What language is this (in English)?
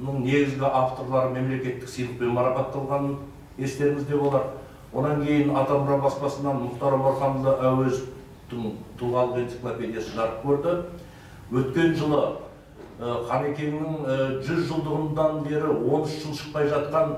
Kazakh